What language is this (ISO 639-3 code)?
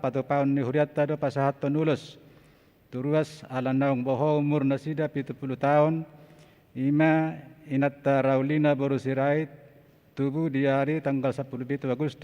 bbc